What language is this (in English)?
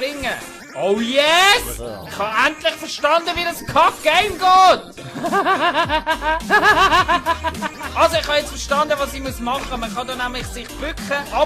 Swiss German